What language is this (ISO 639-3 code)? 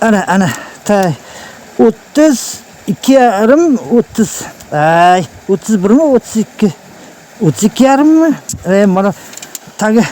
uzb